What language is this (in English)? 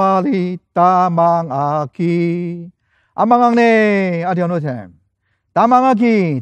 Ao Naga